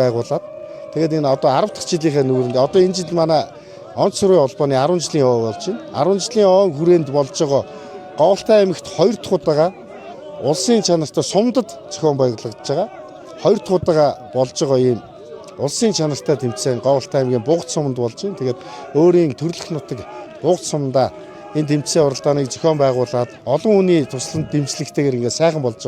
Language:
Mongolian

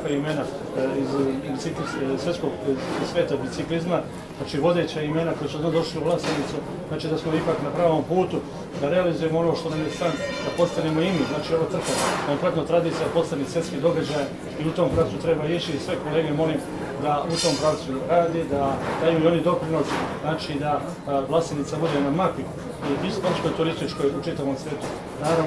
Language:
Serbian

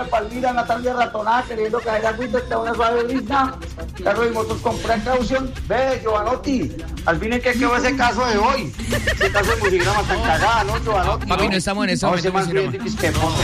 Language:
Spanish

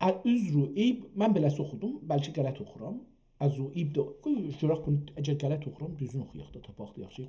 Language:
South Azerbaijani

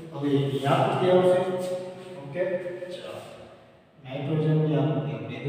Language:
Gujarati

